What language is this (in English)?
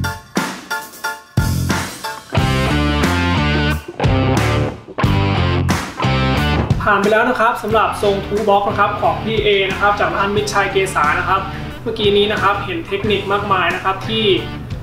Thai